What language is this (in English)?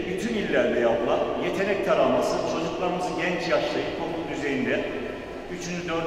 Turkish